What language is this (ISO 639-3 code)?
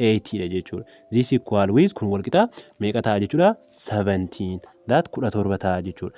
orm